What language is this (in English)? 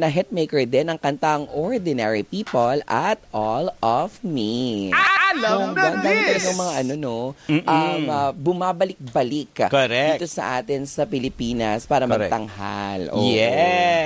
Filipino